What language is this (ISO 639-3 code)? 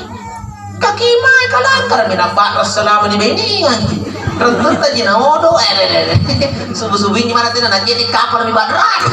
mak